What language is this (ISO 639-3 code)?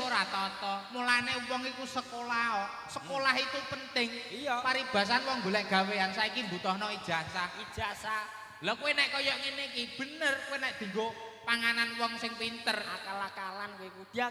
jav